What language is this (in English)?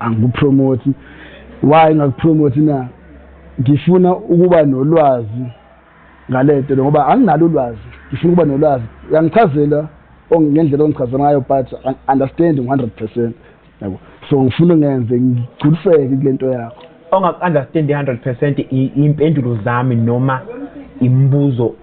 Zulu